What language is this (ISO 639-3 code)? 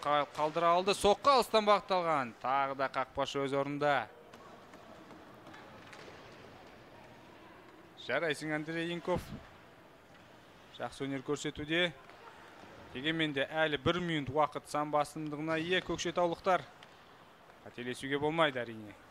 kaz